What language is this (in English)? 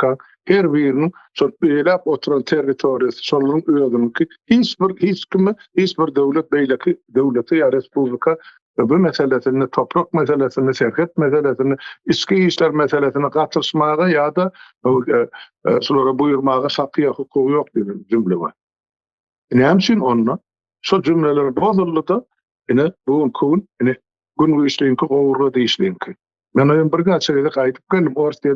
Turkmen